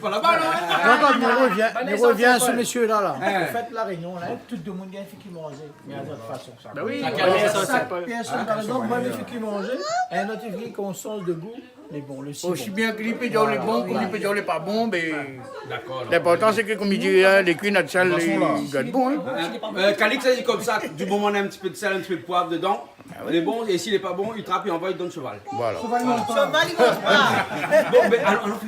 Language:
Réunion Creole French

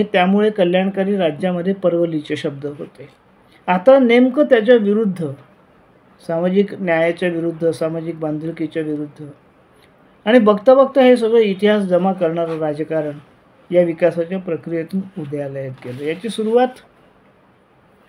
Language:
Marathi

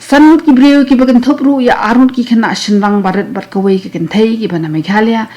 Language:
Khasi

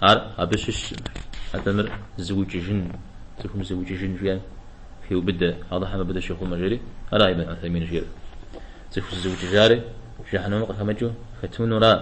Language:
Kabardian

